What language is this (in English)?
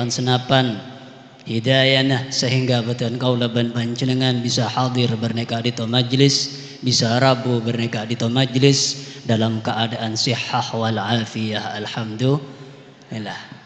Madurese